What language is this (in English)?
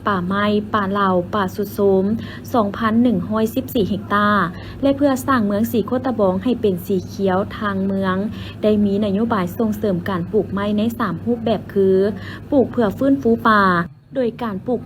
Lao